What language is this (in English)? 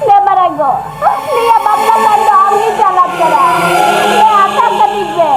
Santali